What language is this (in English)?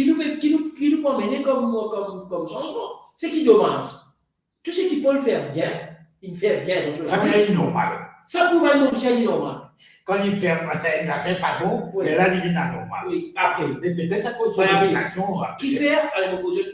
Morisyen